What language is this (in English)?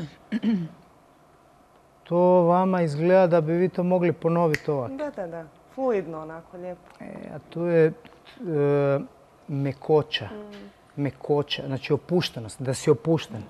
Croatian